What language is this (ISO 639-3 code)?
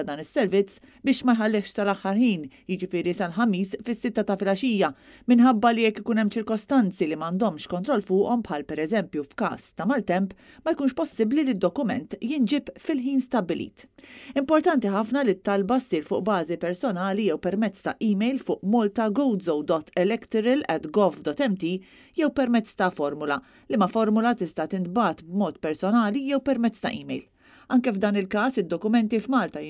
mlt